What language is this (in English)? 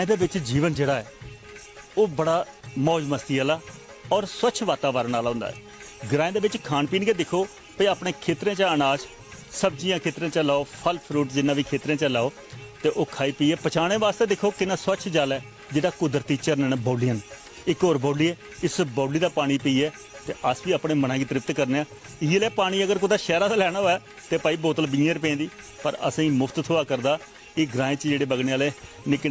Dogri